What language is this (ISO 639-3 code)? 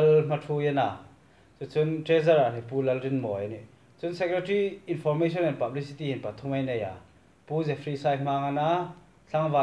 hmr